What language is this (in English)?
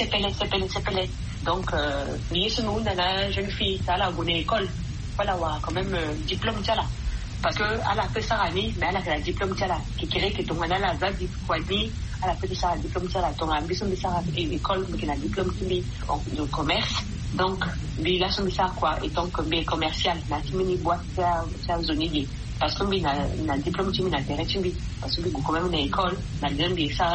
Sango